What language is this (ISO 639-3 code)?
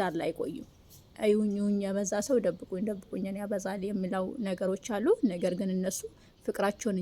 amh